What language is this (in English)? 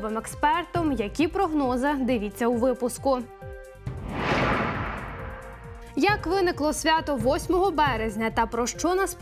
Ukrainian